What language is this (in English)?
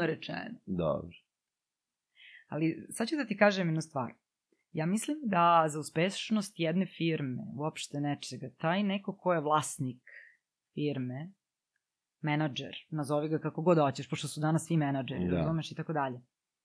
Serbian